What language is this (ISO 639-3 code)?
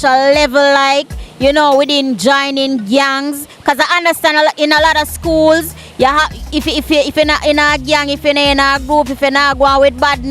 jam